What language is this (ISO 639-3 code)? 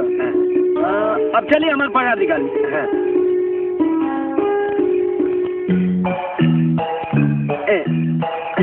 bho